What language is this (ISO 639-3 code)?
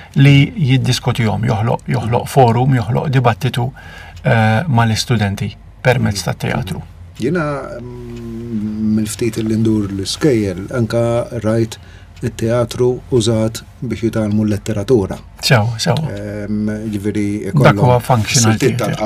mlt